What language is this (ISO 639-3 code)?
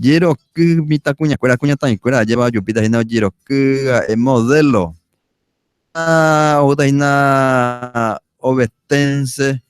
grn